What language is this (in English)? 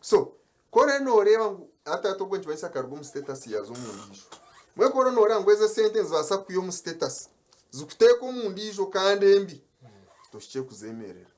Nyankole